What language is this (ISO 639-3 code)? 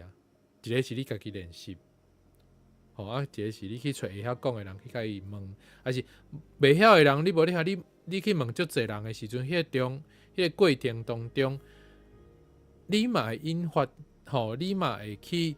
nan